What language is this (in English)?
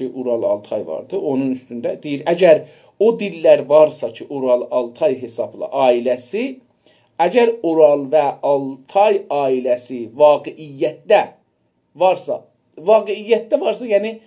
South Azerbaijani